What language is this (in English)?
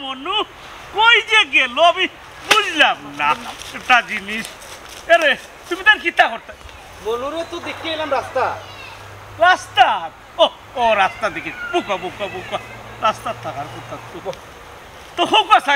Sylheti